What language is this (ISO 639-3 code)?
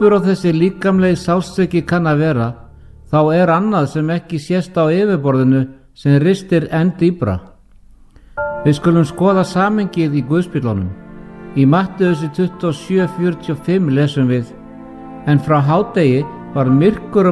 isl